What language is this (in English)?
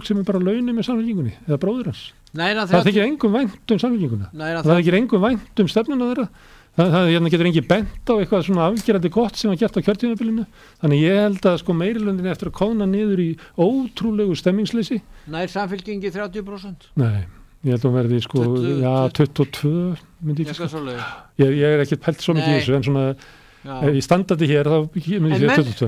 Icelandic